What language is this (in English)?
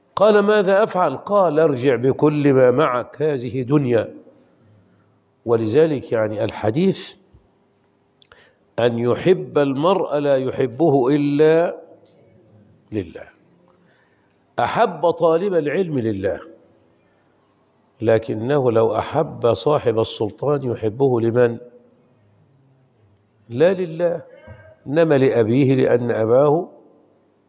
Arabic